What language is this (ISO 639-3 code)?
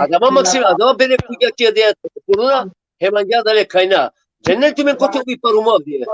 rmn